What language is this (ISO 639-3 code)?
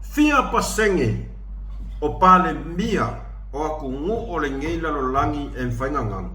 smo